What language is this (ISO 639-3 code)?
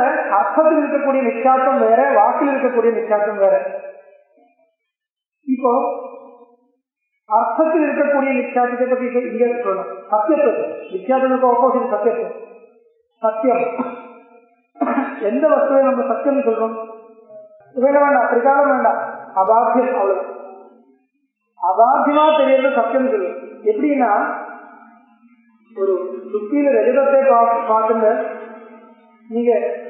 tam